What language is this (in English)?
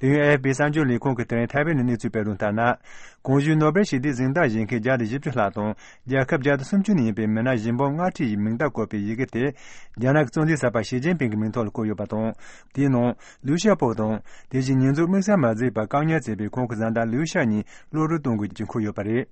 Tibetan